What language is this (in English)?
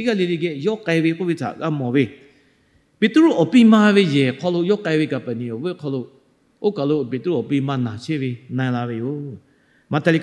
Lahu